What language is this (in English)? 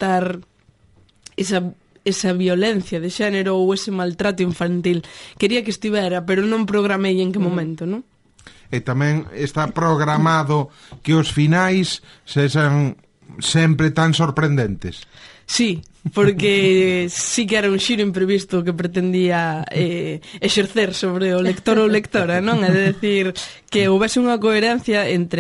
Galician